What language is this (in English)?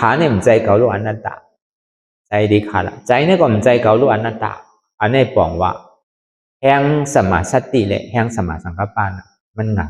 Shan